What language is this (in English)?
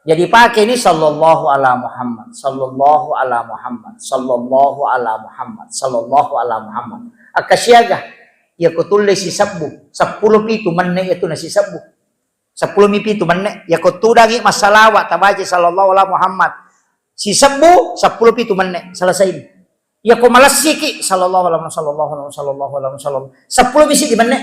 Buginese